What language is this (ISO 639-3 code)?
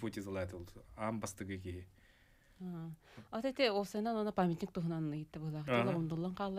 sah